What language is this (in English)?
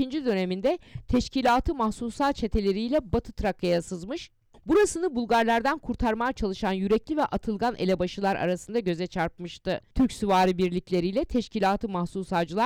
Turkish